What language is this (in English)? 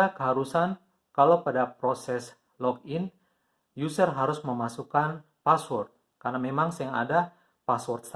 Ambonese Malay